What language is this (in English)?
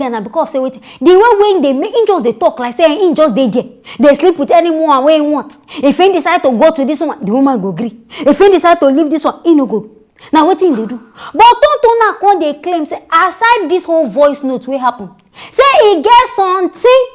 Nigerian Pidgin